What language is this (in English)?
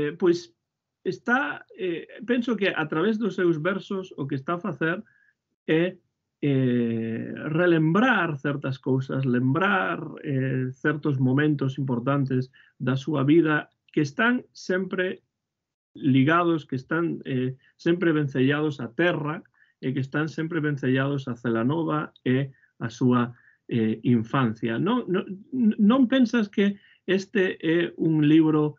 Galician